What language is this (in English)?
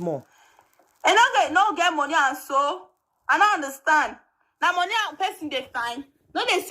Nigerian Pidgin